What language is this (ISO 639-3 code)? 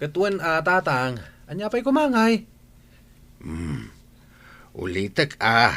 ilo